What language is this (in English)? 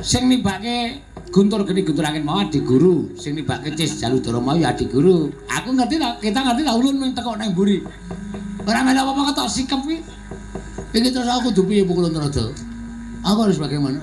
Javanese